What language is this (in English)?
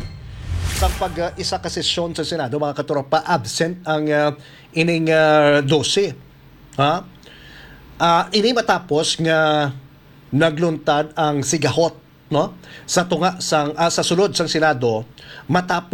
Hiligaynon